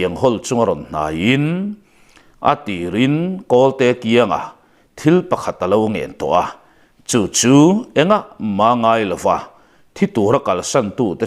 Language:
Mizo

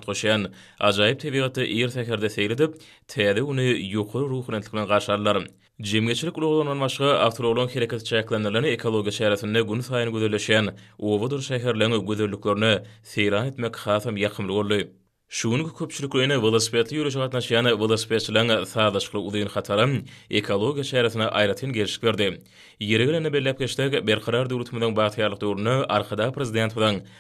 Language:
Turkmen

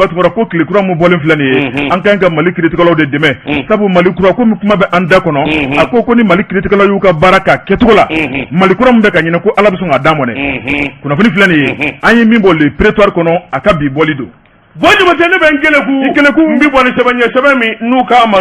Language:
Bambara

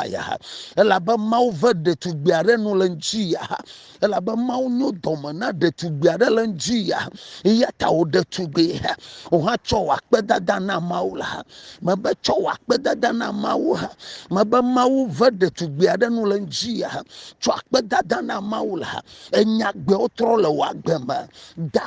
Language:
Ewe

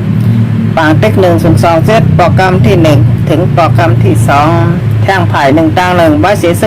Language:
Shan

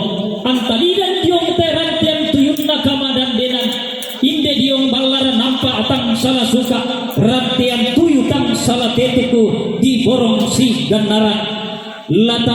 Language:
Toraja-Sa'dan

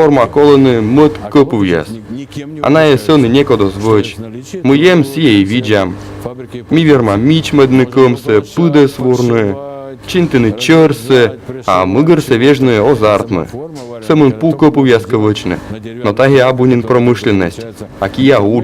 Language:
Komi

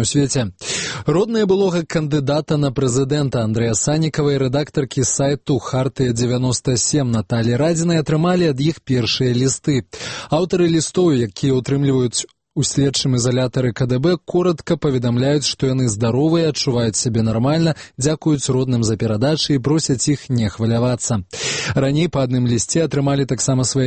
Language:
Belarusian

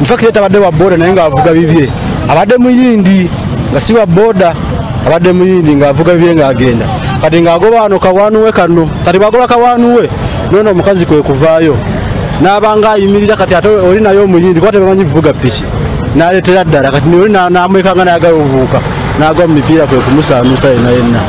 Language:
Ganda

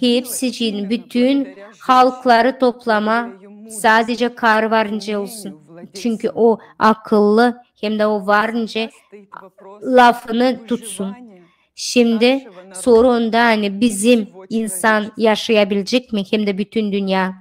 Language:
Gagauz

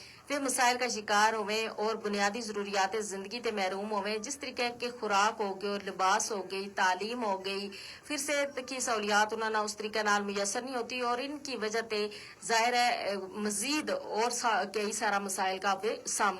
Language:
Gujari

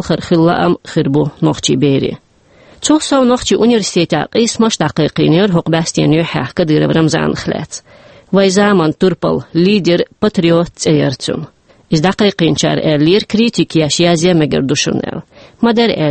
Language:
Chechen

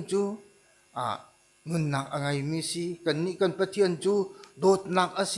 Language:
Hakha Chin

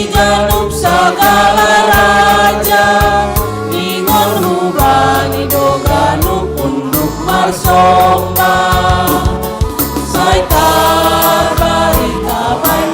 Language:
Batak Simalungun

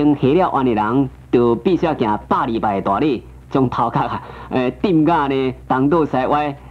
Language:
Min Nan Chinese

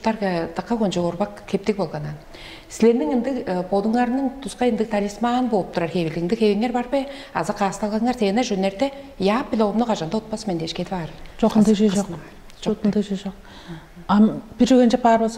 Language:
Tuvinian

